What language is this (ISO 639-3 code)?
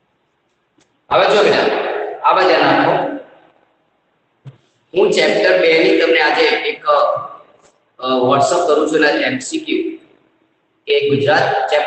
guj